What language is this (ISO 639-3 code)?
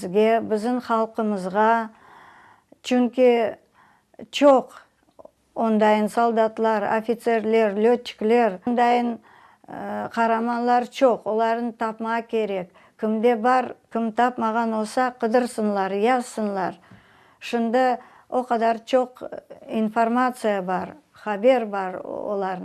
crh